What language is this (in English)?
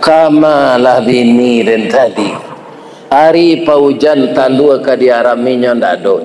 Minangkabau